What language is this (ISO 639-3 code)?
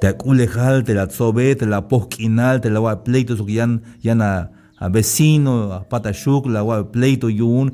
tzh